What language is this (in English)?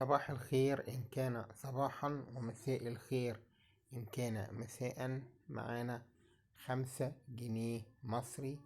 Egyptian Arabic